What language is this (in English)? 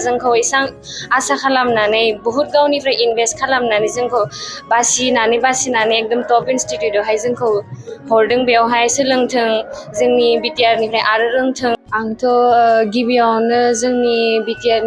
Bodo